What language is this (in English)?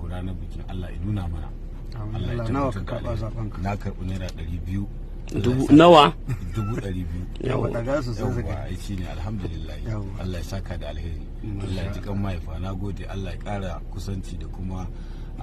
Hausa